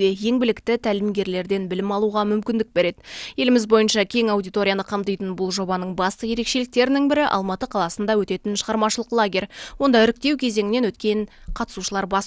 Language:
Kazakh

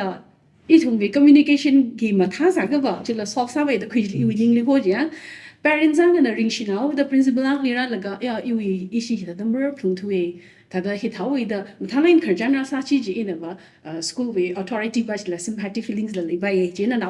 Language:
Tangkhul Naga (India)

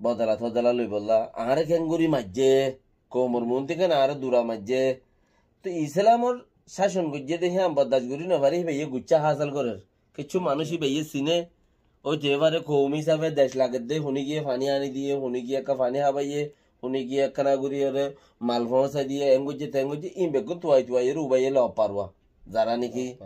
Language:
Rohingya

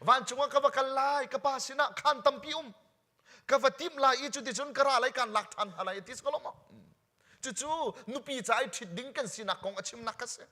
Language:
Hakha Chin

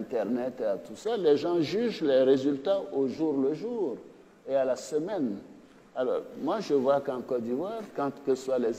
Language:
French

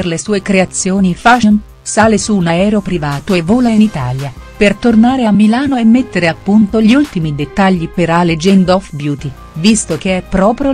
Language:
Italian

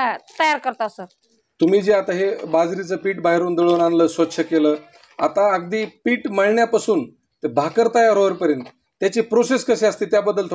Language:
Marathi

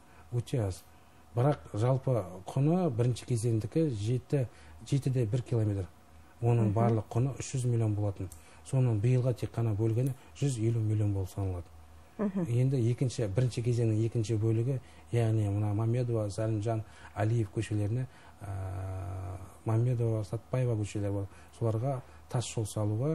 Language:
Kazakh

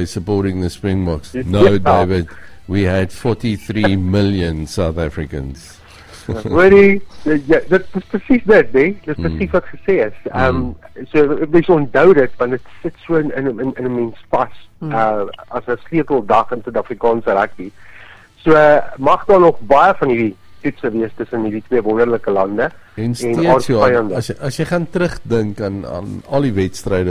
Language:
Afrikaans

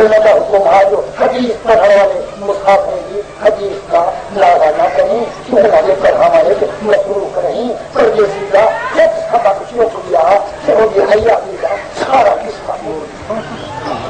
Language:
Saraiki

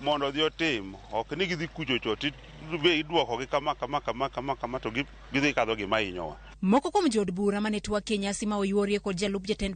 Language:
Luo (Kenya and Tanzania)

